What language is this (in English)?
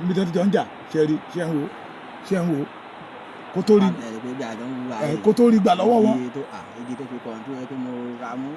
Yoruba